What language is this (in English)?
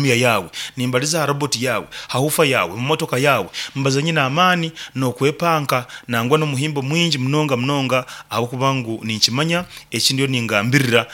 Nyankole